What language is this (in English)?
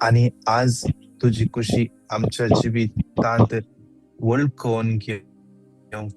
Konkani